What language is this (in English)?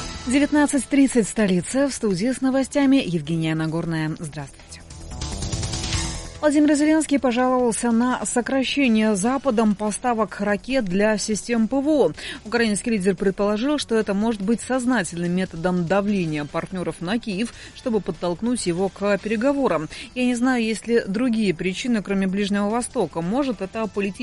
Russian